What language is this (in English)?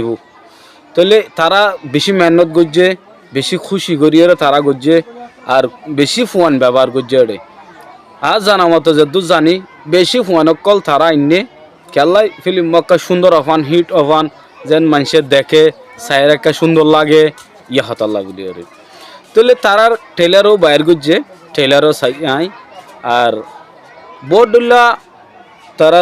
Rohingya